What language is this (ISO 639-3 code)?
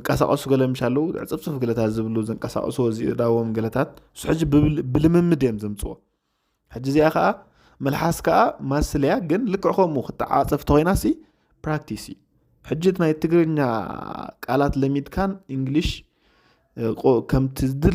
tir